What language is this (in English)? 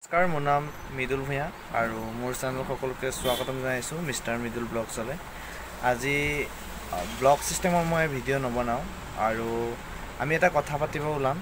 Assamese